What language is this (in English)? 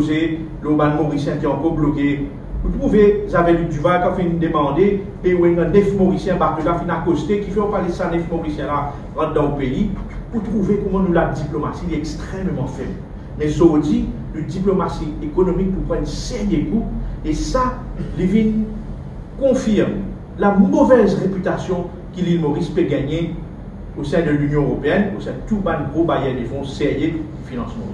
Morisyen